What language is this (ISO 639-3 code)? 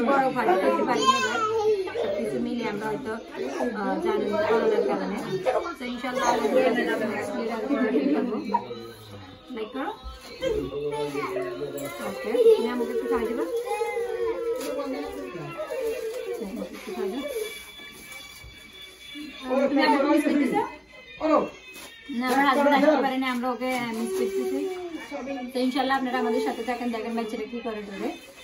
ben